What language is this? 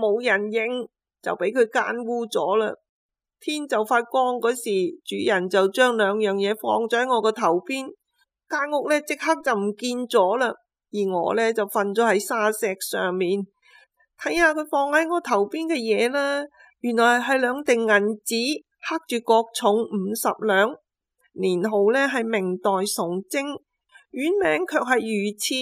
Cantonese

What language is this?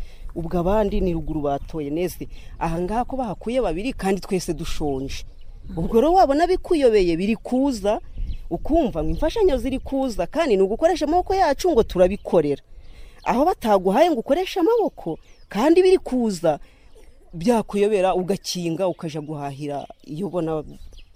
Kinyarwanda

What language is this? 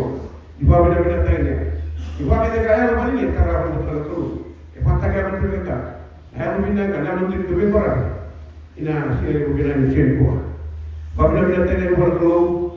Fijian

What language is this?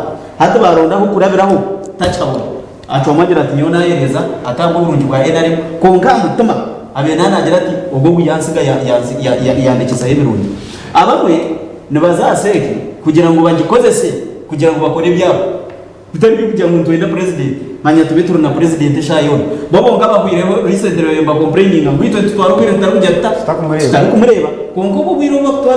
Nyankole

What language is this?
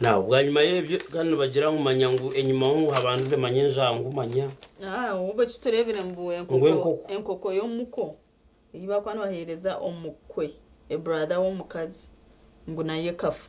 Nyankole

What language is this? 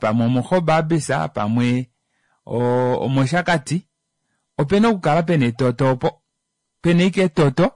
Kuanyama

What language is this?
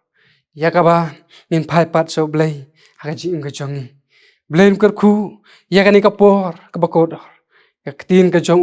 Khasi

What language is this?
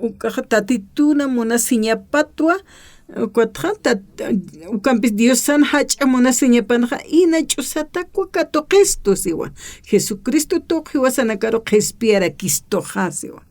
Aymara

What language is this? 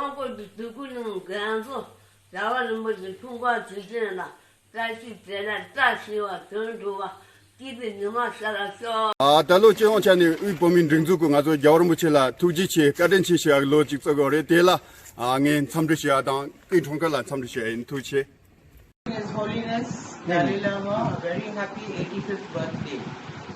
Tibetan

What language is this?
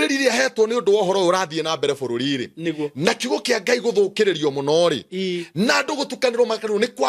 Kikuyu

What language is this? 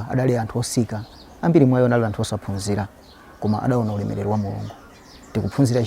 Nyanja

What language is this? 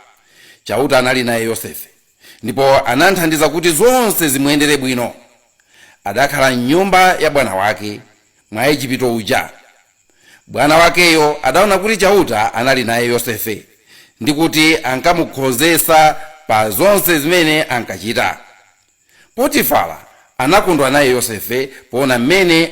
Nyanja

